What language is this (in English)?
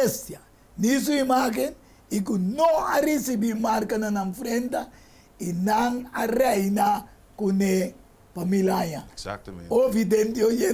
Papiamento